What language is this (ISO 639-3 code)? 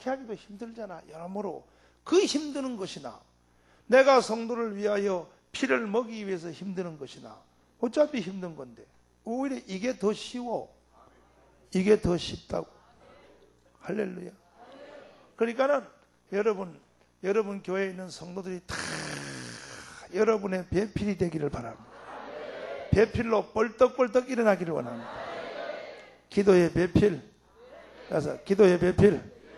kor